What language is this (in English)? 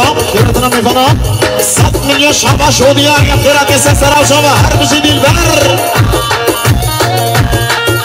Kurdish